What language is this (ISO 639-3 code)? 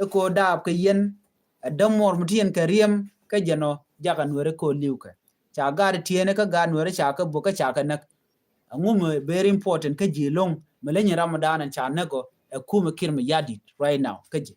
nus